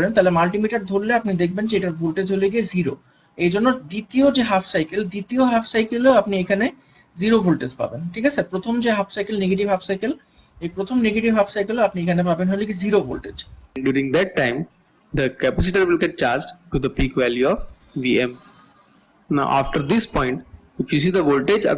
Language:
Bangla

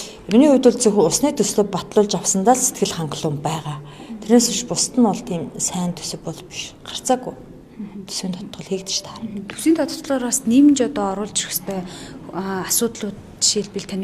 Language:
Mongolian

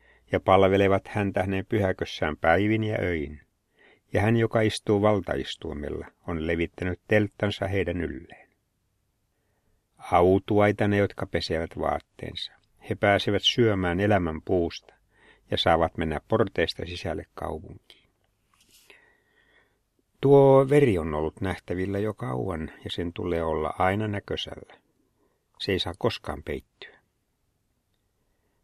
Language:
Finnish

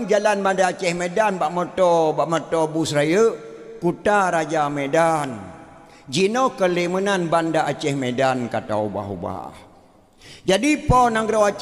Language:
Achinese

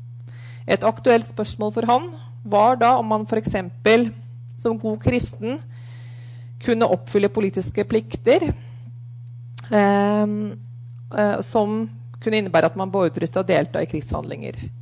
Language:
Norwegian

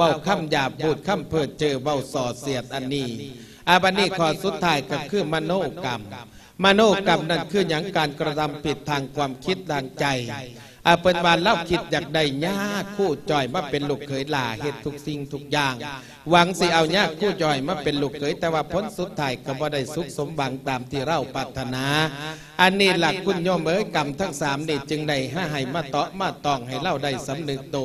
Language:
Lao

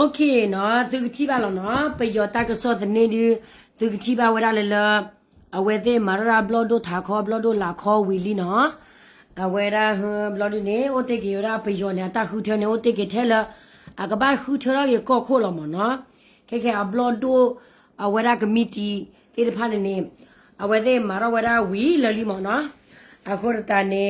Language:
S'gaw Karen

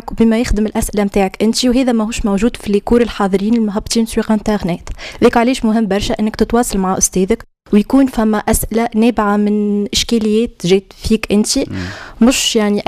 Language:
Tunisian Arabic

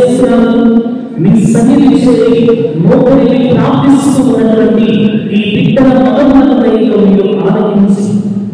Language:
Telugu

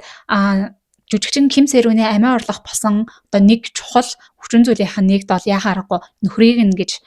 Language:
Mongolian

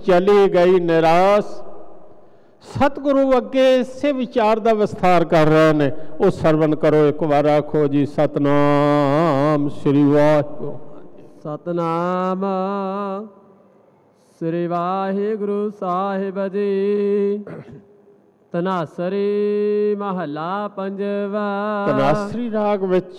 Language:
Punjabi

